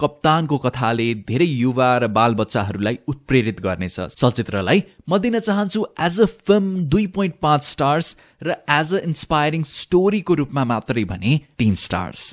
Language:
Nepali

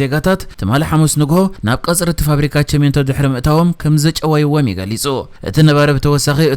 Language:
Tigrinya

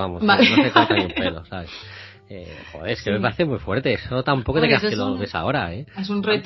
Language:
Spanish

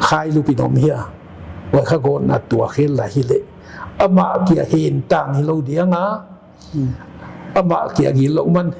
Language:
Paite Chin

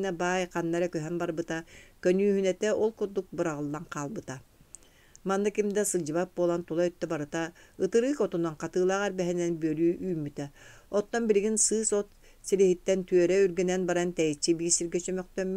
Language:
Yakut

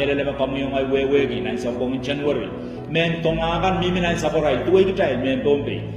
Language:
Pohnpeian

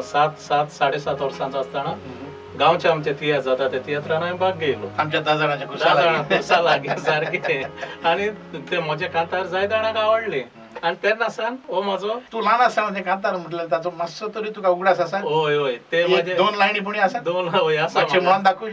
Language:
Konkani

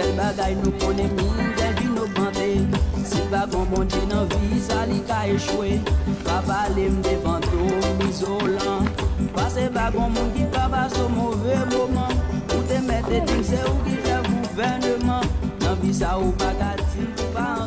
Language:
Haitian Creole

